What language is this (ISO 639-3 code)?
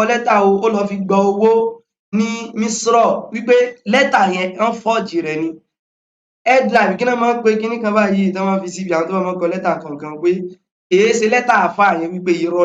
yor